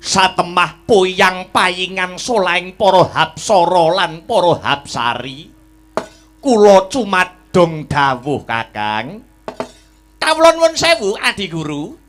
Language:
Javanese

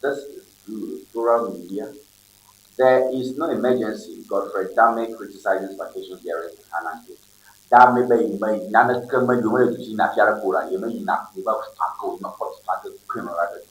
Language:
Ewe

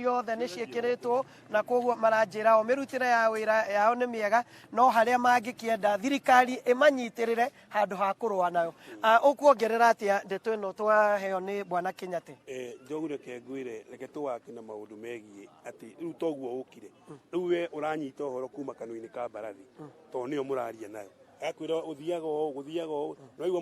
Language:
Kikuyu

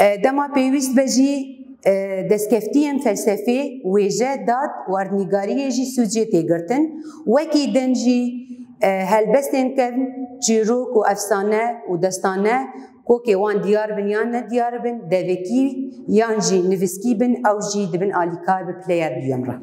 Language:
Kurdish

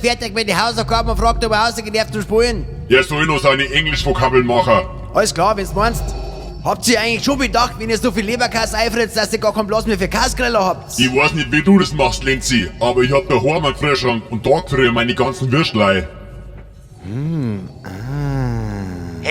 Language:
Bavarian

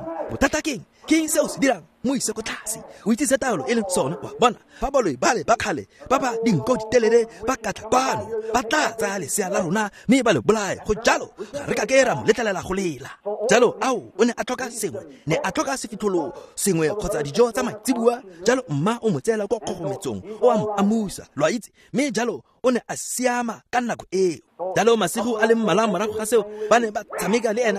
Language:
Tswana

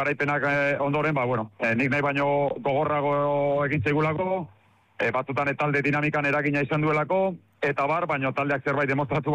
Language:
Basque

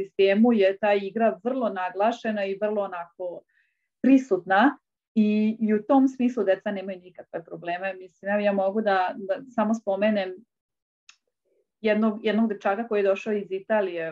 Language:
Serbian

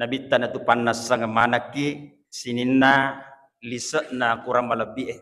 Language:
Buginese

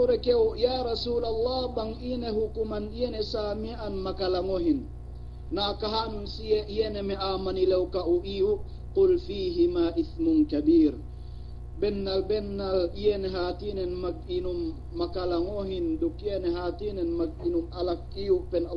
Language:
Yakan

